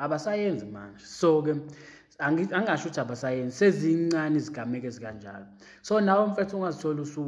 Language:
Zulu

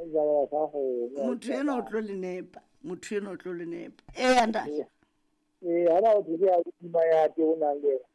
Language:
Southern Sotho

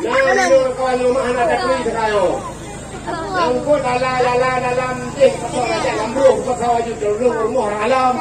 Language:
Achinese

